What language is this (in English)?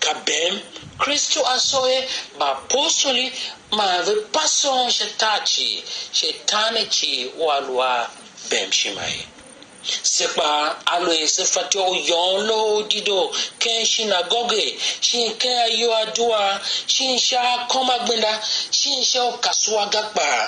Tiv